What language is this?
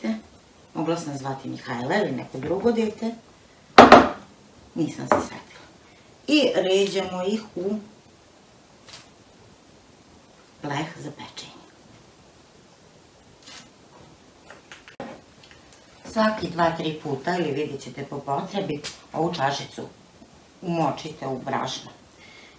Serbian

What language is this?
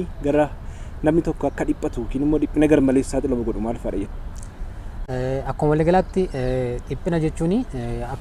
Oromo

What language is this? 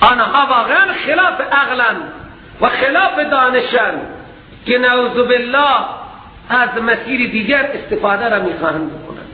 Persian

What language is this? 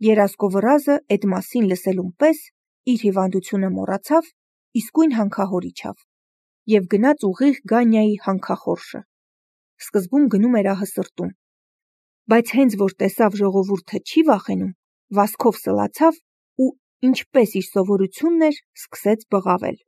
Armenian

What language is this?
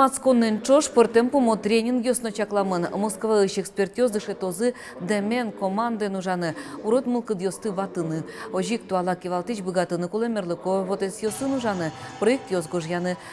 Udmurt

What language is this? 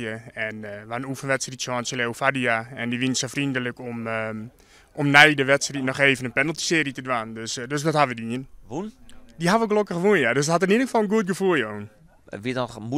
Western Frisian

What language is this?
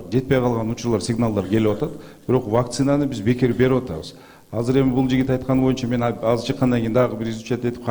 Kyrgyz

